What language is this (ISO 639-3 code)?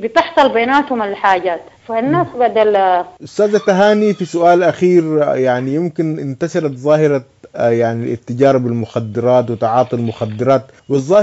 apd